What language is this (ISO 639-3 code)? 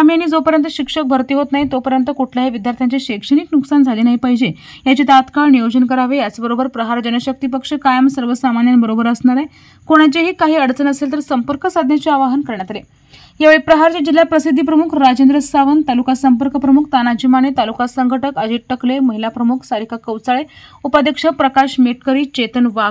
mar